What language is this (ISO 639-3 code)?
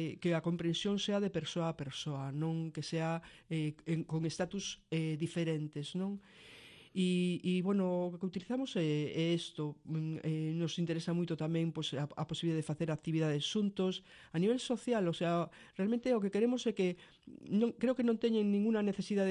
glg